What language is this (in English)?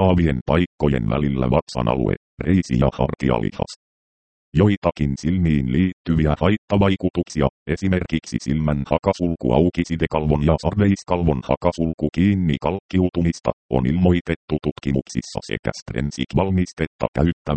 Finnish